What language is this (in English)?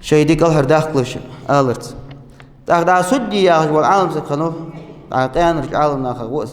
Ingush